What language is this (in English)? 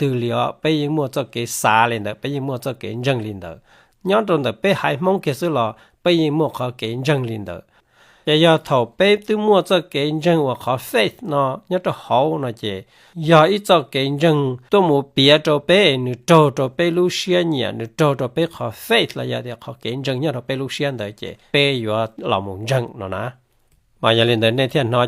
Hmong